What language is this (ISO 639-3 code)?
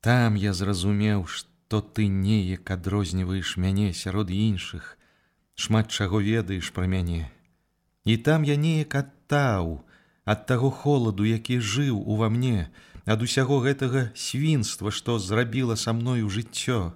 bel